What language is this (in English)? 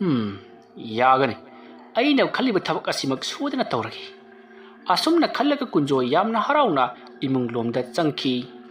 Manipuri